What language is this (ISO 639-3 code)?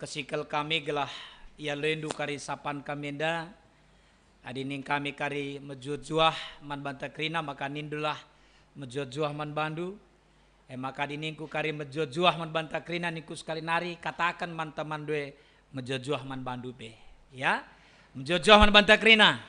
btx